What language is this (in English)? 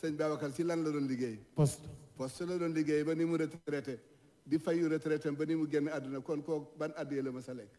Wolof